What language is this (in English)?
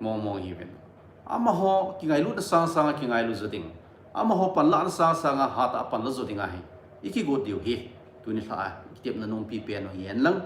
Thado Chin